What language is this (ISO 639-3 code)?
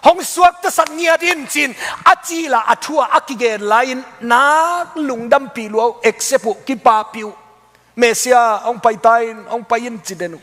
ctd